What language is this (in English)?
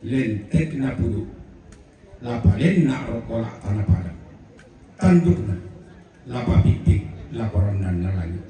Toraja-Sa'dan